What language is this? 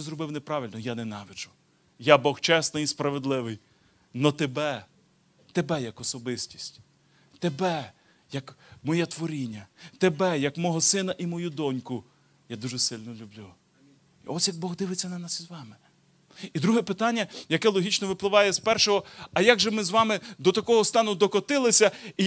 Ukrainian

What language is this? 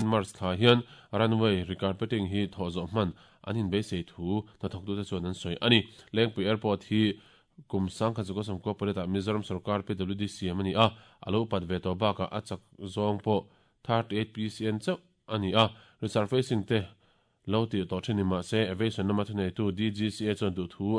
Mizo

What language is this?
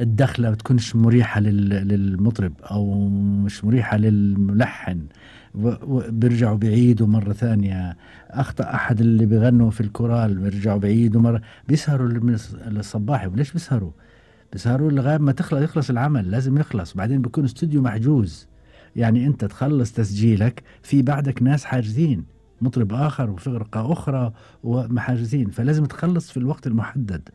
Gulf Arabic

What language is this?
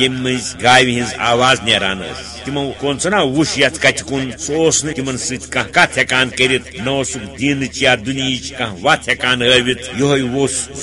Kashmiri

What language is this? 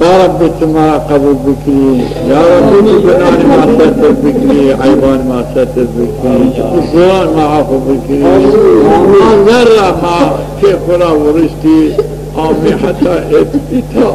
Zaza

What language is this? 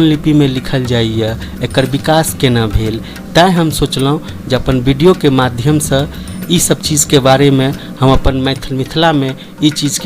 Maithili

